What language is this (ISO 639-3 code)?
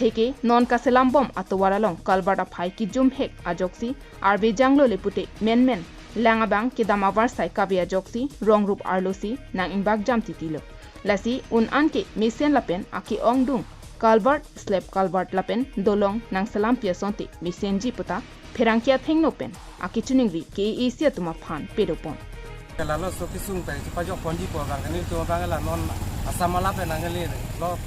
mjw